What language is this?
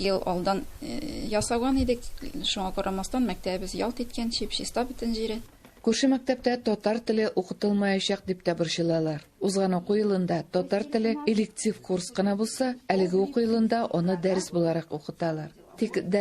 Tatar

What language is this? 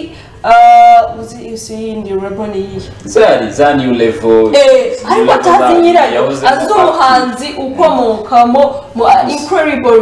Kinyarwanda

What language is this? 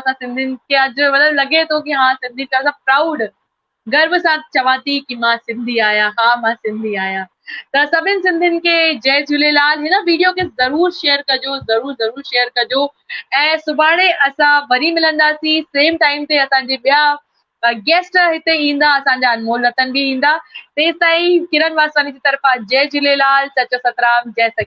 Sindhi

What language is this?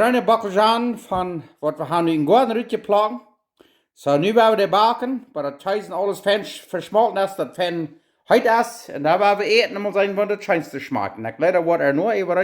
Plautdietsch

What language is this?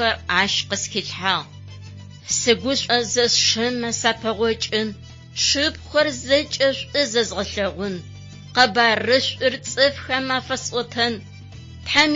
Adyghe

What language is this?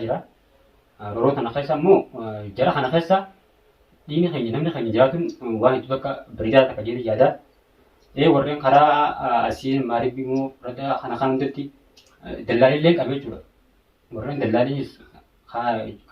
Oromo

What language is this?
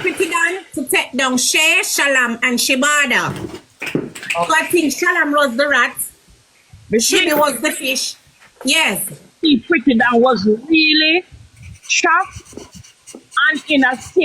Jamaican Creole English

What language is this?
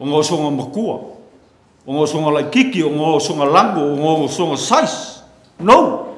Samoan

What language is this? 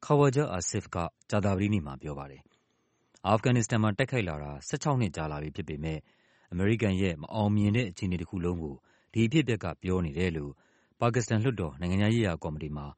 Burmese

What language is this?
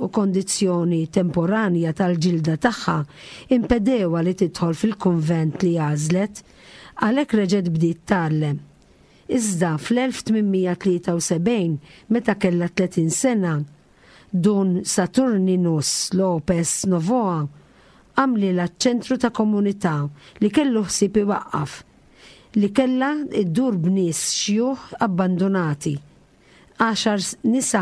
Maltese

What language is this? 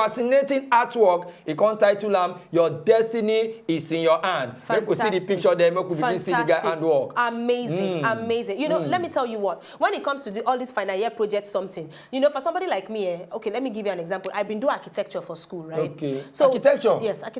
Nigerian Pidgin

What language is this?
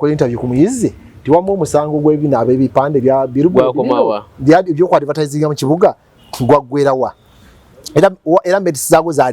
Ganda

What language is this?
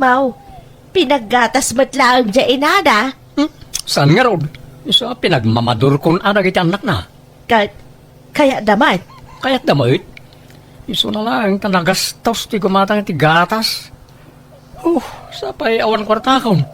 Iloko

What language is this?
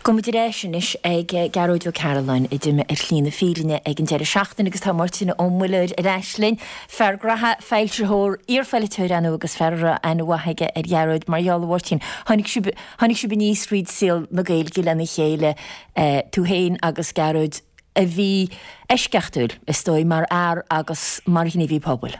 Irish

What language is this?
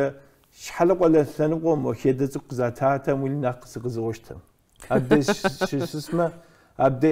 Kabardian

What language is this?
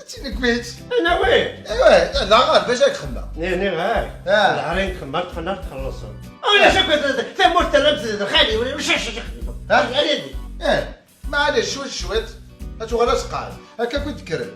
Kabyle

